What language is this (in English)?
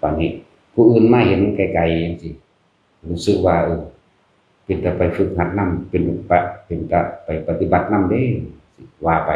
Northeastern Thai